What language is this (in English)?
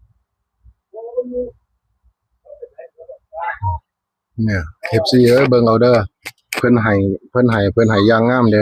Northeastern Thai